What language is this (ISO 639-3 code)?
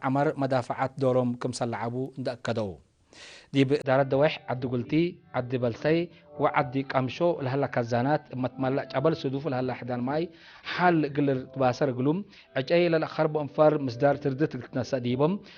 tig